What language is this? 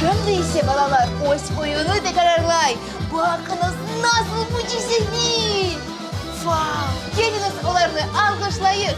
Crimean Tatar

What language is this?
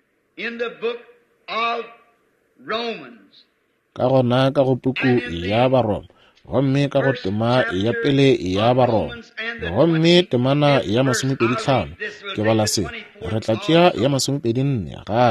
Northern Sotho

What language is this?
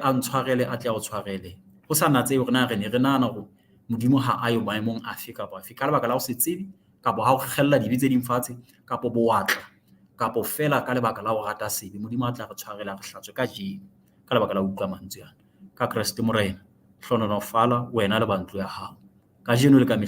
Southern Sotho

